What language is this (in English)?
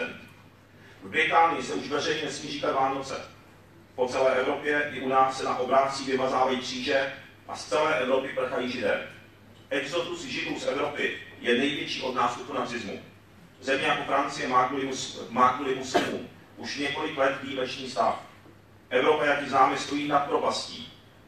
Czech